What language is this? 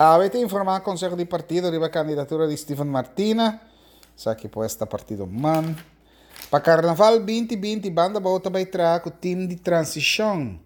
Papiamento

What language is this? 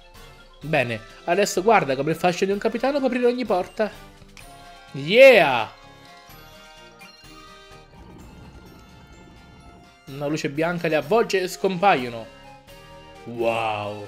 Italian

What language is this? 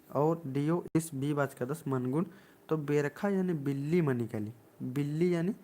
Kurukh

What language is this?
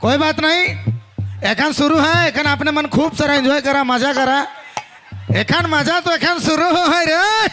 Sadri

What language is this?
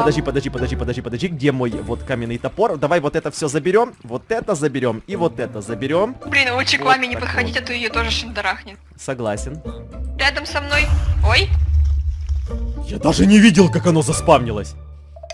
Russian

